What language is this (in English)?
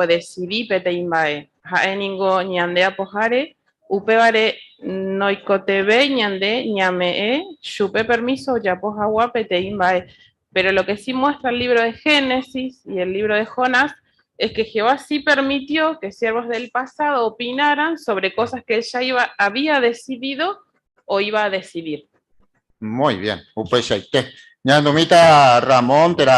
Guarani